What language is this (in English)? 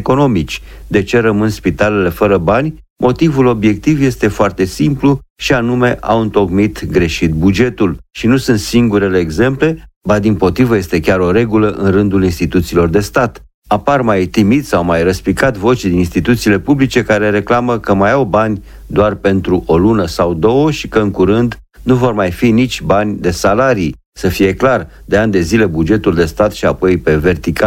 Romanian